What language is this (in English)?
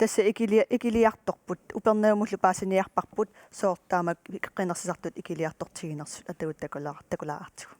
Kalaallisut